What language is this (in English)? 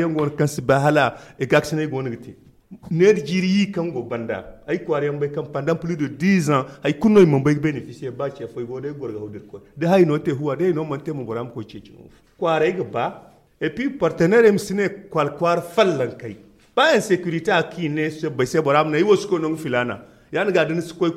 Zarma